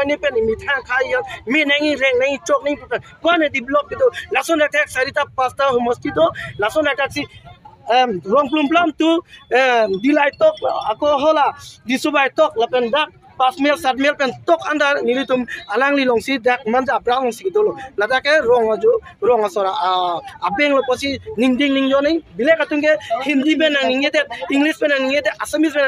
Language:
Karbi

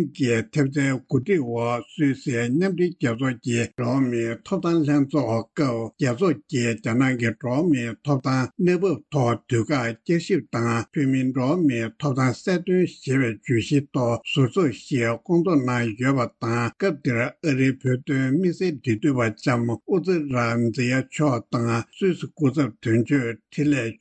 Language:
Tibetan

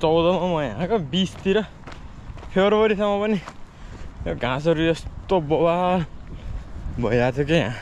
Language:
Nepali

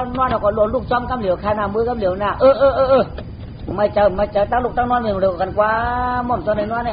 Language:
Shan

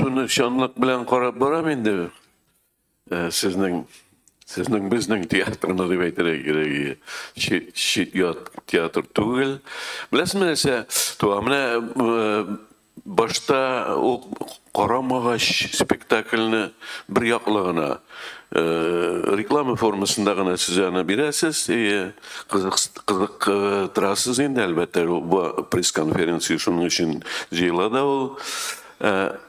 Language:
Tatar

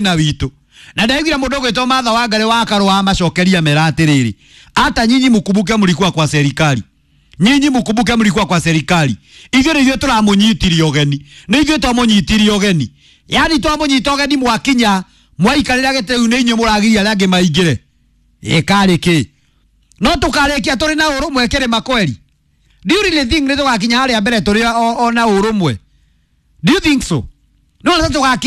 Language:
Kikuyu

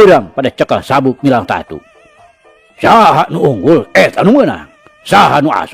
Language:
Sundanese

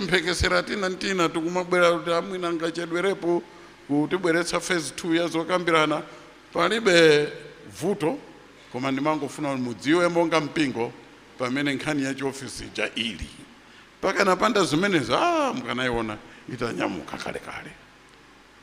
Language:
Nyanja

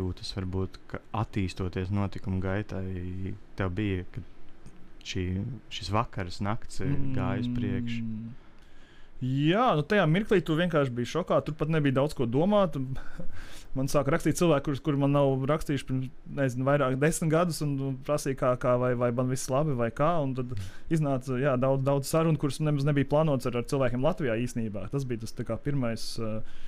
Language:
Latvian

